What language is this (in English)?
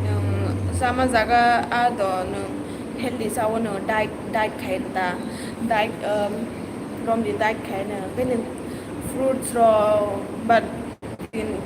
Kok Borok